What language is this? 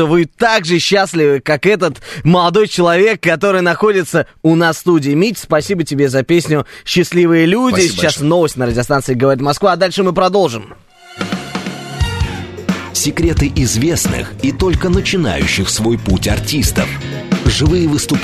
Russian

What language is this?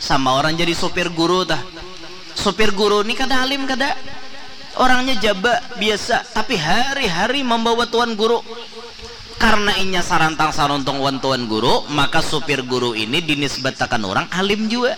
Banjar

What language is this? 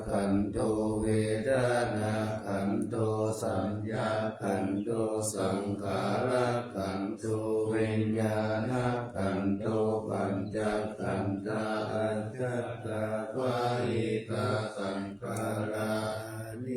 Pali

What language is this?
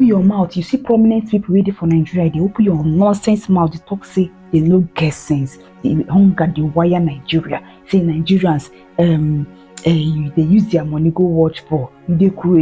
Nigerian Pidgin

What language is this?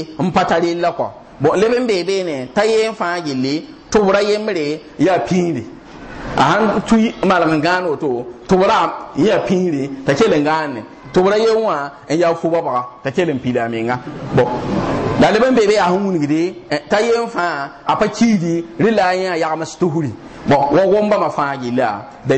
Mossi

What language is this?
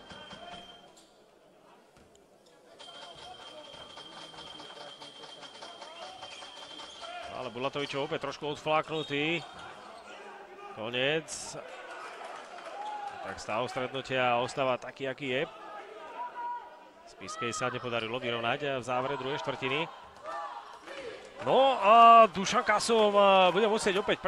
Slovak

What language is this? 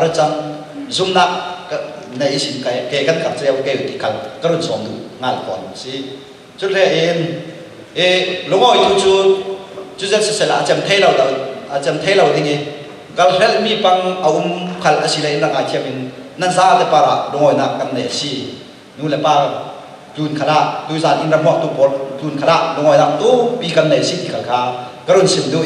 Falam Chin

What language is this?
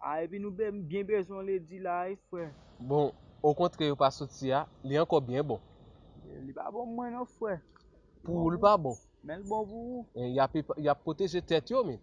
Haitian Creole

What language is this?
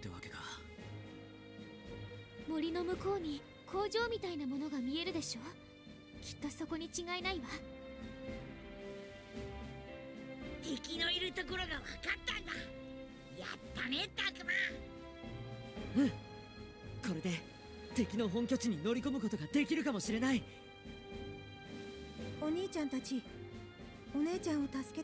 Japanese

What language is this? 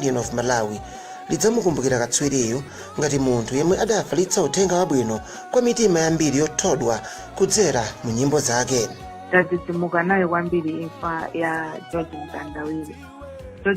Nyanja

